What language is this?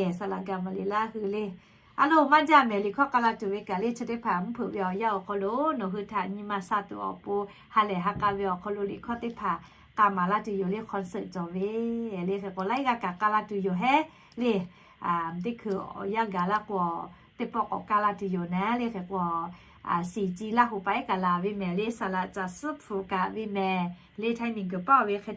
Lahu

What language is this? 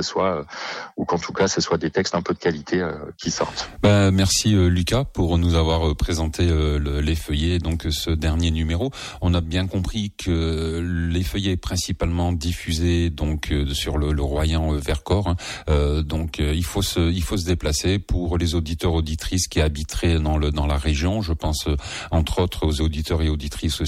French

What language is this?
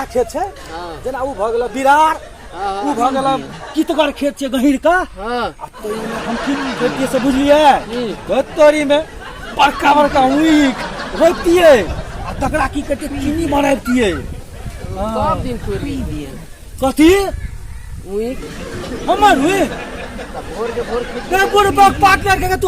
Maithili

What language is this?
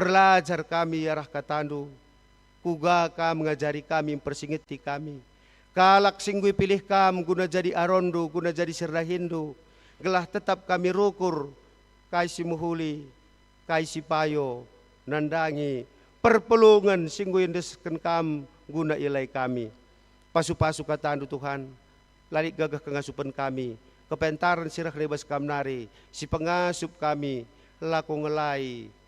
Batak Karo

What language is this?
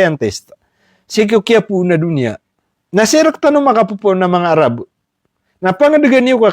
Maranao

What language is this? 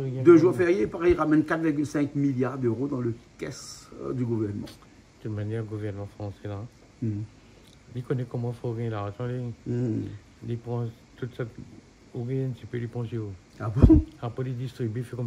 Réunion Creole French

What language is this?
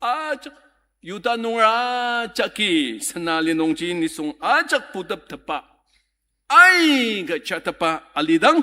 Ao Naga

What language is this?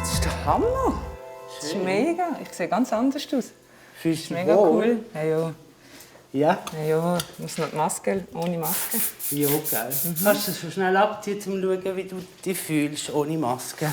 Swiss German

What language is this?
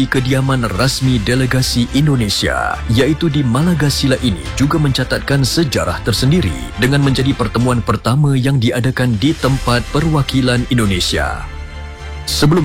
Malay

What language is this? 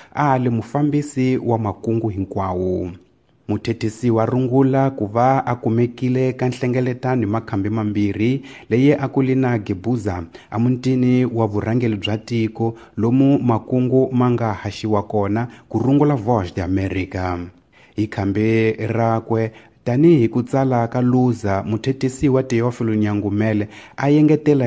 Tsonga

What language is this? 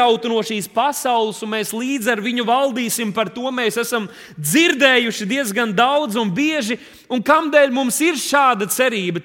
Latvian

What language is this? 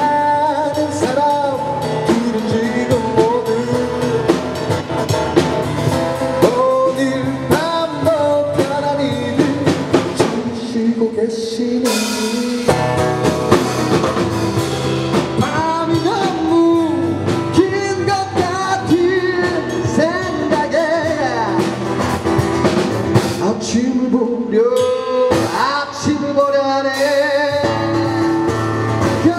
Korean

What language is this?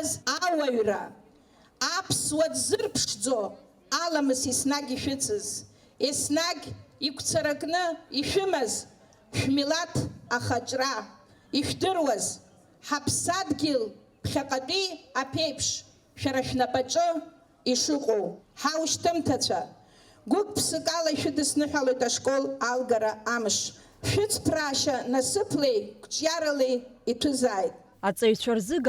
Abkhazian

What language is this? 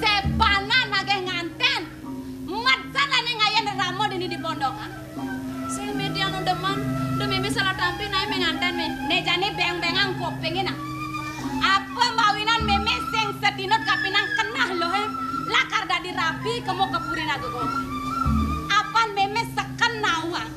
Balinese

